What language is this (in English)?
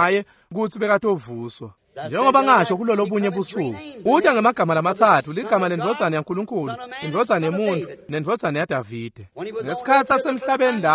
Swati